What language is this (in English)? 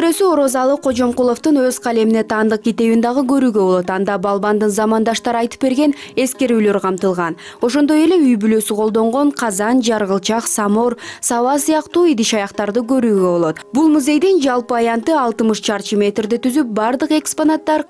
Kyrgyz